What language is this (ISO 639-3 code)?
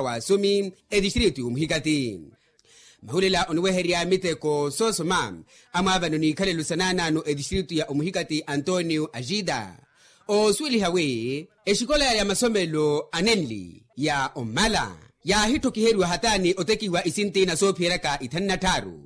vmw